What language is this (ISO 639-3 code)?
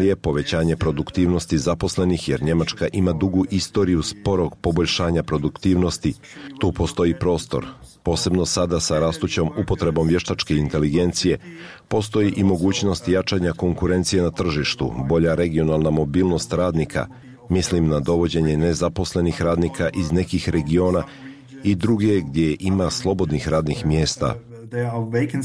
bos